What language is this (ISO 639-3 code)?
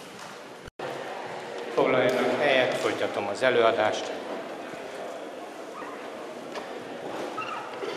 hun